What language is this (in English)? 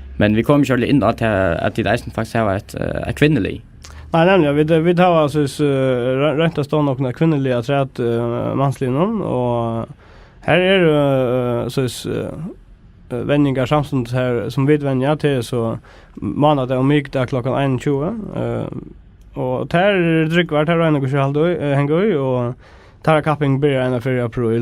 Faroese